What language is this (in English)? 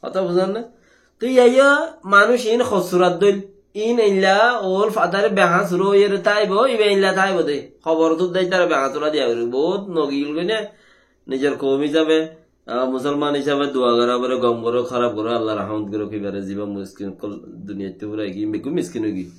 Rohingya